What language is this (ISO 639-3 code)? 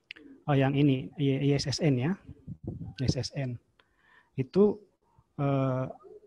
ind